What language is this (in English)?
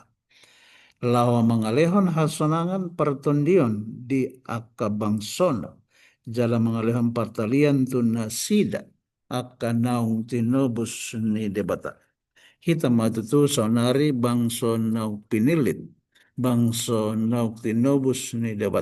Batak Toba